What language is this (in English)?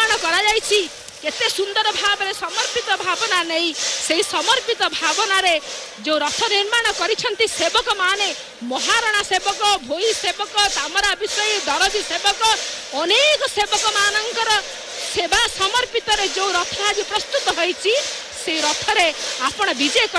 Odia